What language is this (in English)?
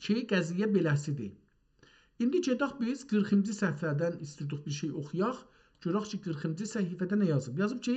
South Azerbaijani